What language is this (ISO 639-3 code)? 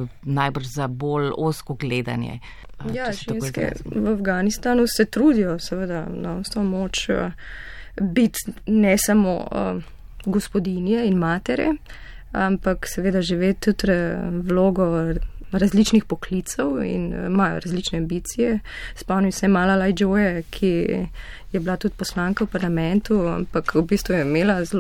slv